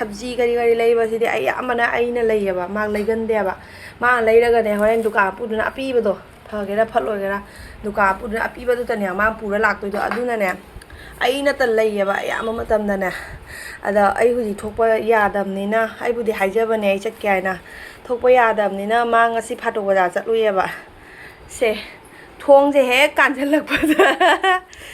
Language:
Manipuri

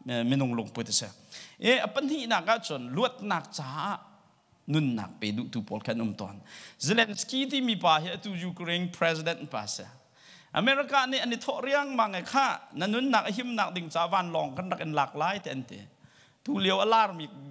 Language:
Hakha Chin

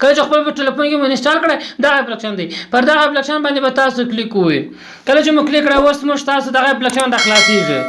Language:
Pashto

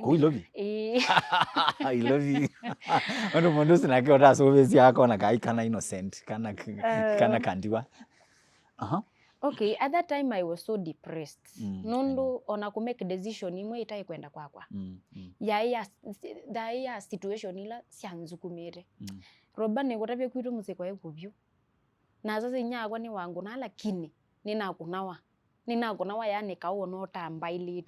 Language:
Kamba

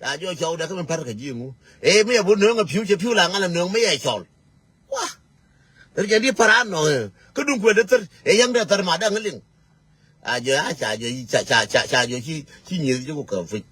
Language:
Nuer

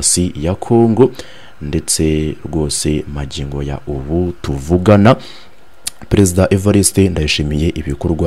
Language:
Kinyarwanda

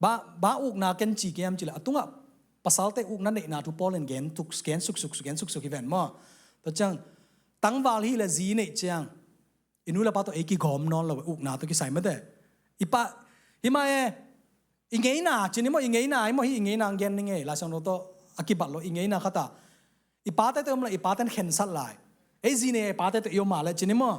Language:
Tedim Chin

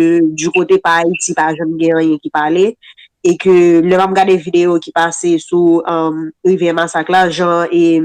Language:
Haitian Creole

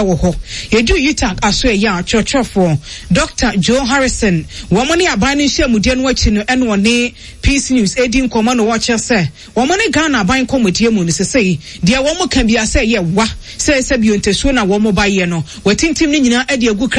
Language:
Akan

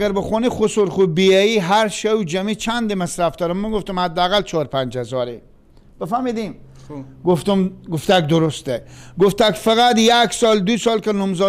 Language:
Persian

